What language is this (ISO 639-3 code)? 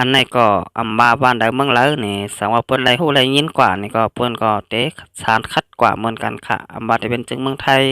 shn